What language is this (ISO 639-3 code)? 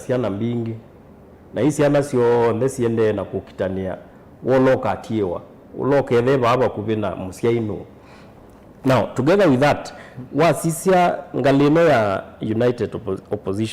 kam